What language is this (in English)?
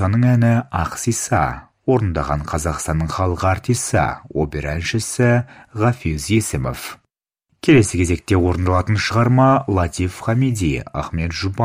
Kazakh